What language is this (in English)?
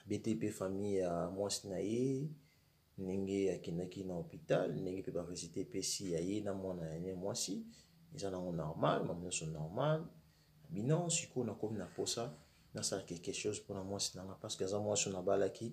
Lingala